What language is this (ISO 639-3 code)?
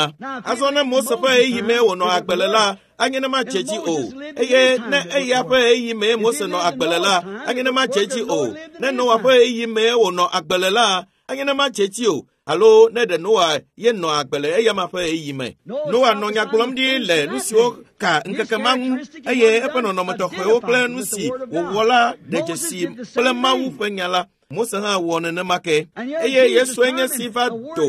ewe